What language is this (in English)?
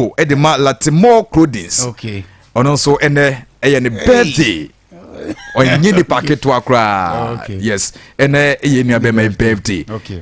Akan